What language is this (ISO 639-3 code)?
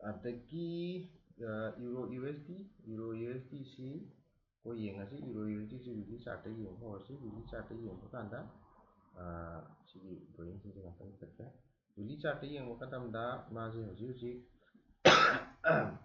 mni